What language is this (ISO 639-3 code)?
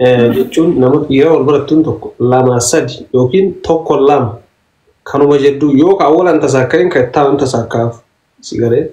orm